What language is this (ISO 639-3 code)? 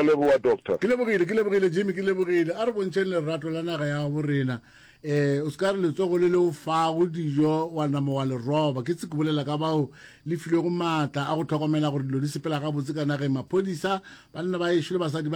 nso